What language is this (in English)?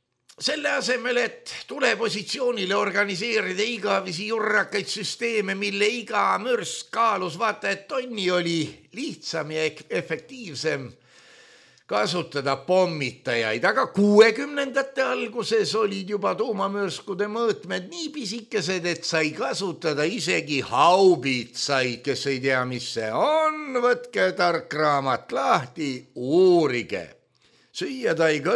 Estonian